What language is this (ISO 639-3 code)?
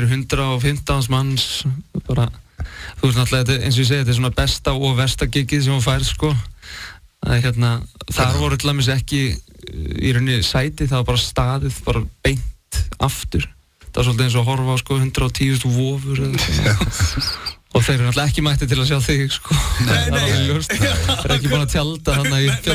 isl